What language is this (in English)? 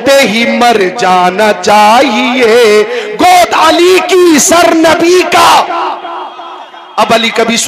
Hindi